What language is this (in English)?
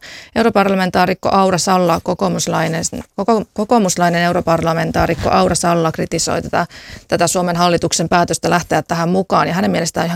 Finnish